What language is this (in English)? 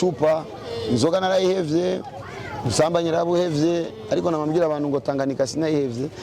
Rundi